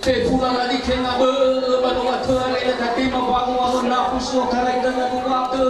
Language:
Nias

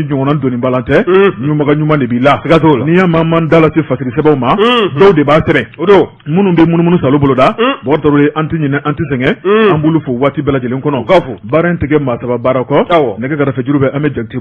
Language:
Bambara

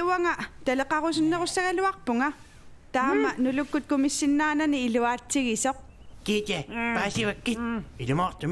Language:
Kalaallisut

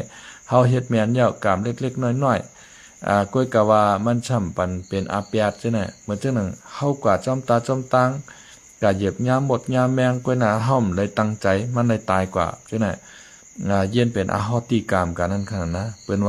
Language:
Shan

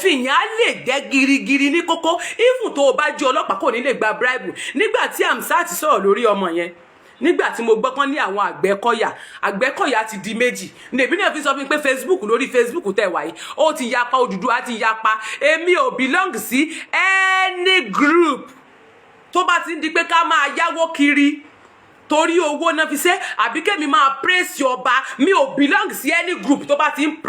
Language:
Yoruba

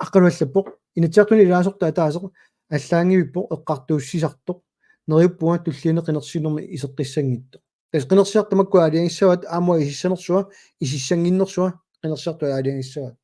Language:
Kalaallisut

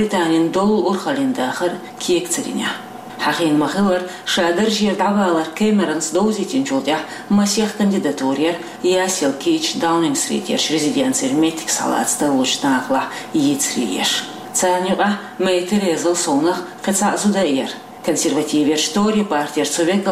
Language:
Chechen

